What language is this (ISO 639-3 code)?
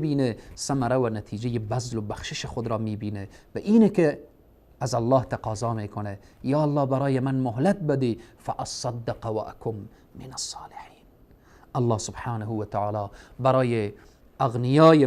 fas